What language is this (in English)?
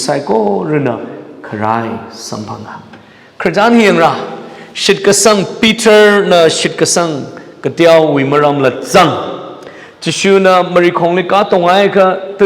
Tangkhul Naga (India)